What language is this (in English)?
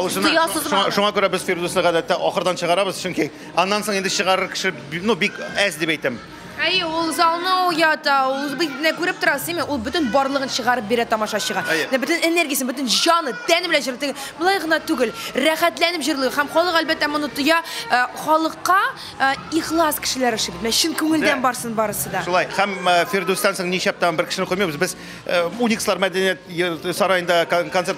Tatar